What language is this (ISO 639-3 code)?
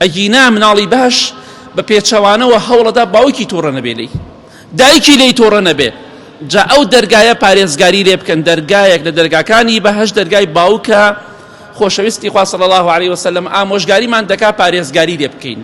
ckb